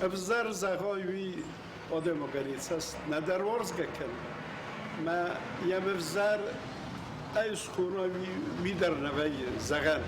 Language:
Ossetic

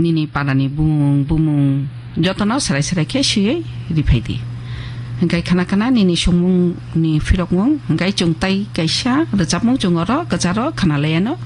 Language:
Kok Borok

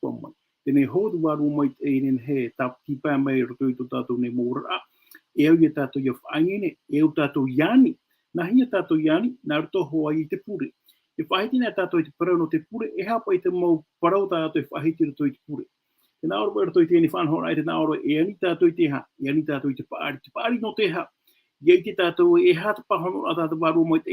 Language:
Tahitian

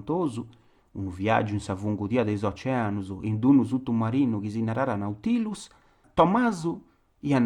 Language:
Sardinian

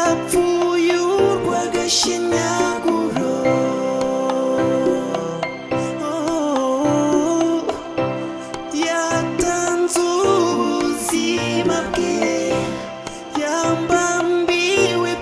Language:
Kinyarwanda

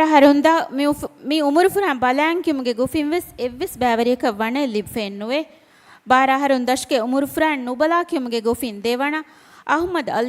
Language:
Divehi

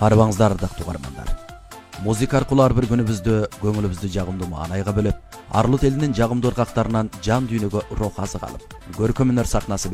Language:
Kyrgyz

